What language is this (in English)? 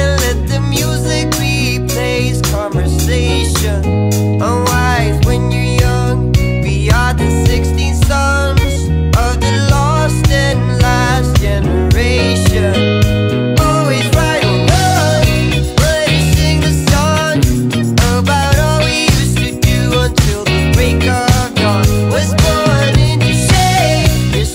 English